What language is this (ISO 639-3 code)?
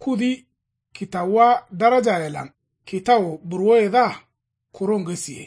kau